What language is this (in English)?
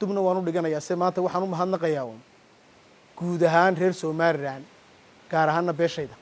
Somali